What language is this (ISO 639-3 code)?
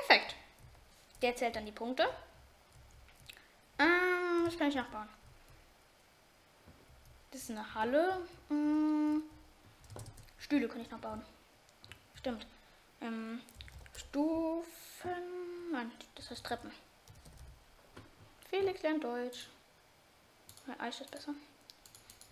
deu